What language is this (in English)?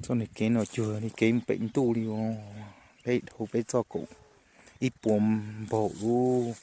Hmong